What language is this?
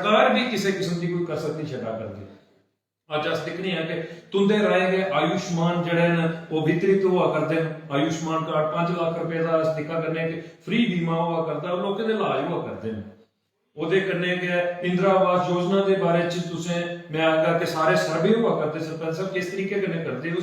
Dogri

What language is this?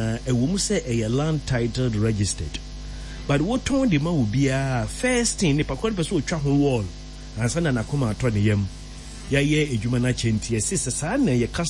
Akan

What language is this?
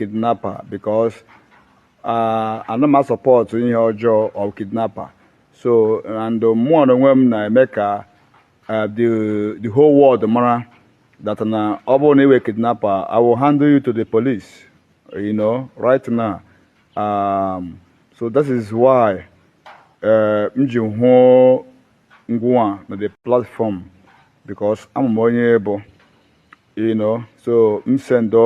Igbo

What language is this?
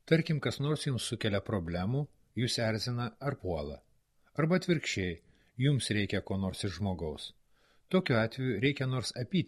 Lithuanian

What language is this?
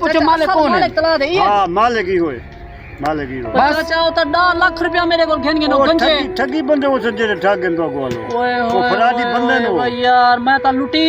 Saraiki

